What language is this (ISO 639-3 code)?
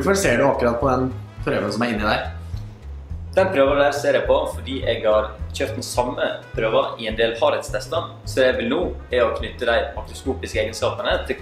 nor